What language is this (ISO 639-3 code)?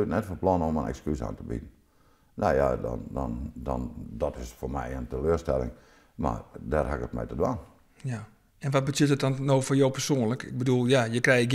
fry